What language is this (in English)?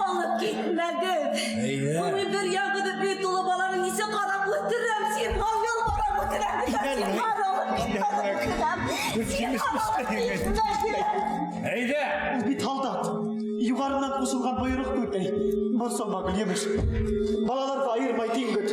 Bashkir